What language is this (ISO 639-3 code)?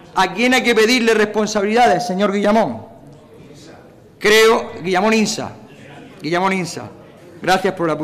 spa